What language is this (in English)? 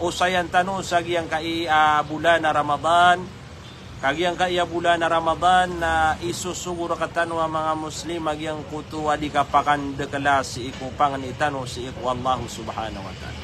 Maranao